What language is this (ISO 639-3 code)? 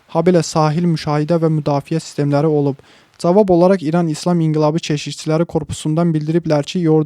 aze